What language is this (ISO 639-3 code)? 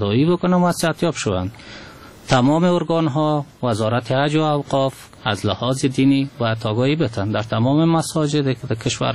fas